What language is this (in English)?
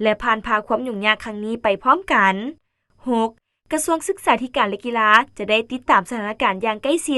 Lao